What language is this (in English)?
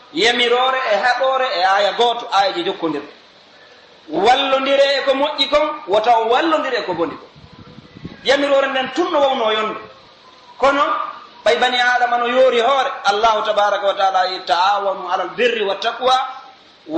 Pular